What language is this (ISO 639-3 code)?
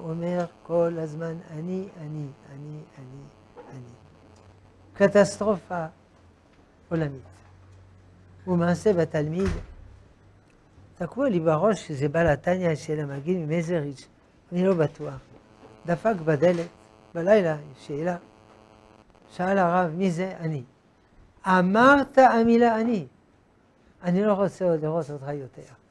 heb